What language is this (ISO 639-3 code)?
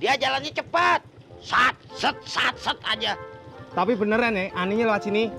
bew